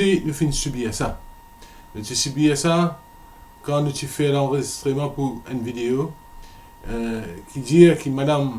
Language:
Morisyen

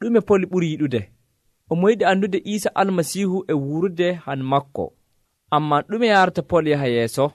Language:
Nigerian Fulfulde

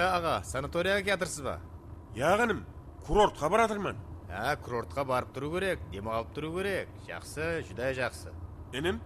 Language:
Kara-Kalpak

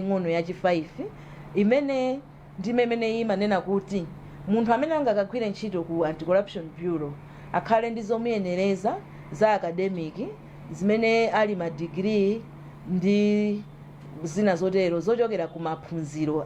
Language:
Nyanja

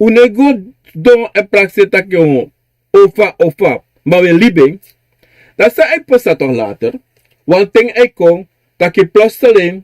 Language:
Sranan Tongo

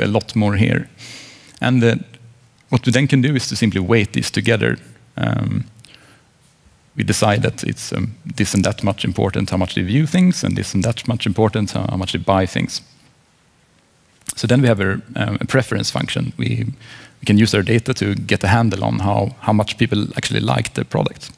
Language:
English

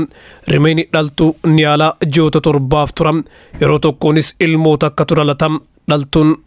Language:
Oromo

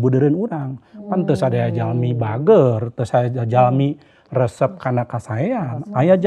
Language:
Sundanese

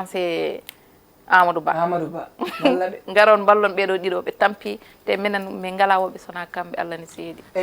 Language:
Fula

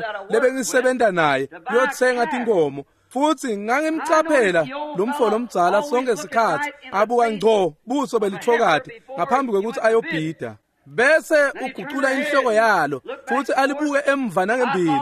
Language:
Swati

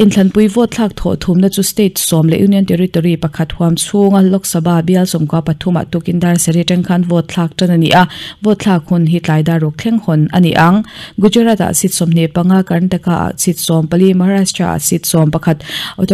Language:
Mizo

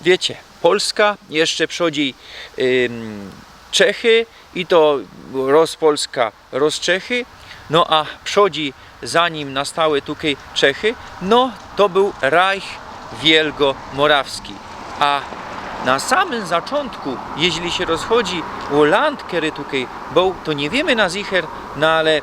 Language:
Silesian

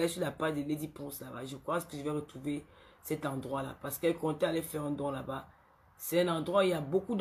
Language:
French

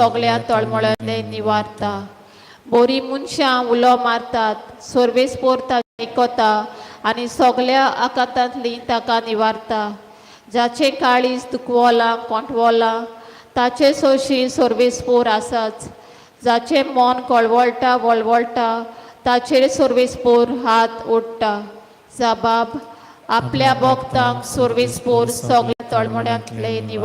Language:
Konkani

